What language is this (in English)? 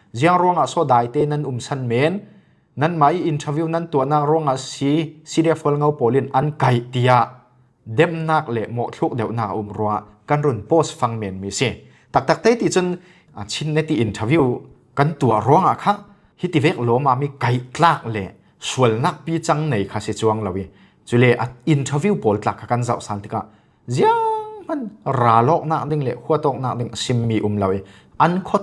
Falam Chin